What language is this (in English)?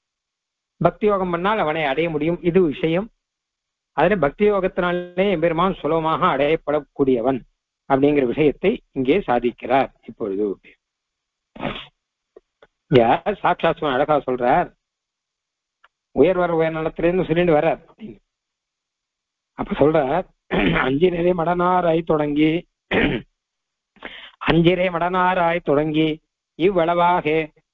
Tamil